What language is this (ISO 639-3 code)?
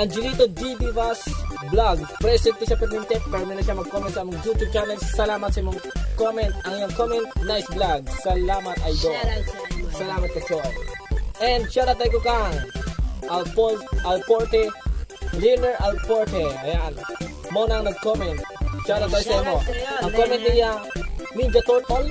ceb